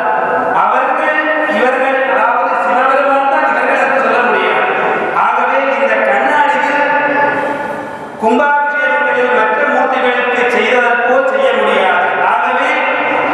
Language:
Tamil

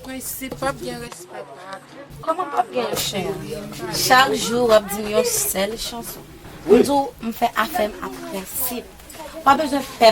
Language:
Haitian Creole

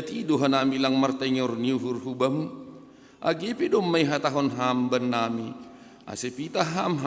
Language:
Batak Simalungun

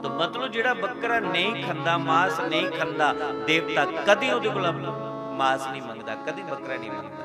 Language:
Dogri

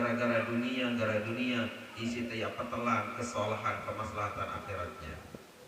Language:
Sasak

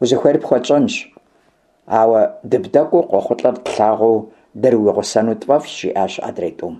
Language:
Kabardian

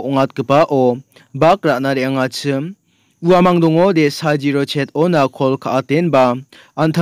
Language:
Garo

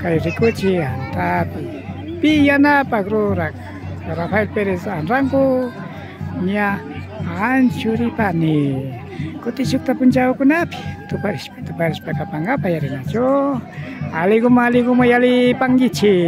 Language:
Imbabura Highland Quichua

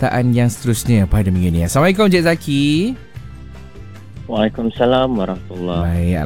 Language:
Malay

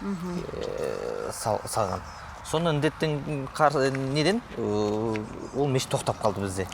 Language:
Kazakh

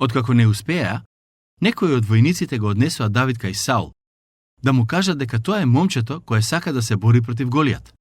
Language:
Macedonian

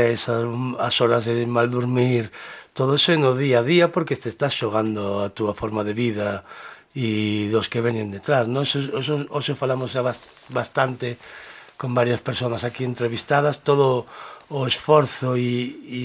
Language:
Galician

